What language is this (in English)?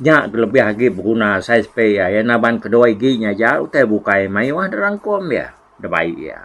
Iban